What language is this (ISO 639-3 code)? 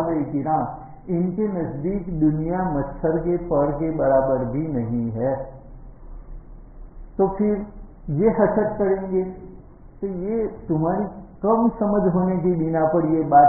urd